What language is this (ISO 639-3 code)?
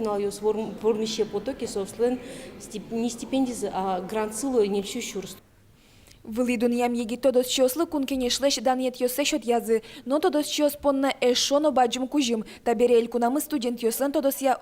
udm